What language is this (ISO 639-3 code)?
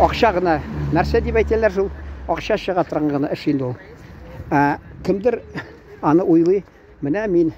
tat